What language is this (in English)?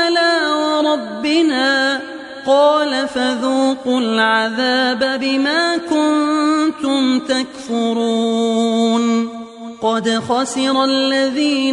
Arabic